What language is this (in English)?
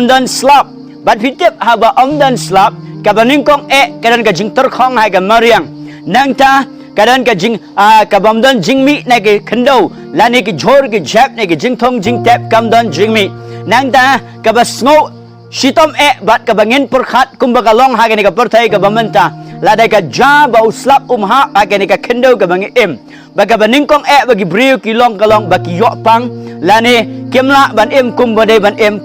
Khasi